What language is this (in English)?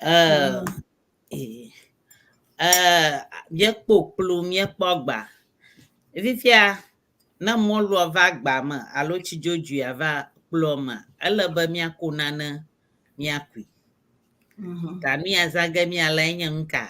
Ewe